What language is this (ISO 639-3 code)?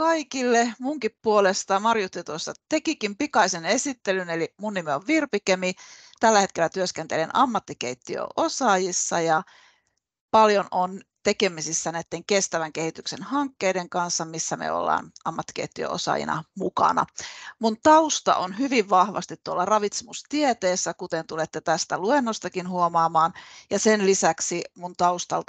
fin